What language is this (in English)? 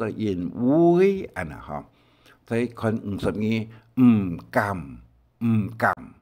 Hakka Chinese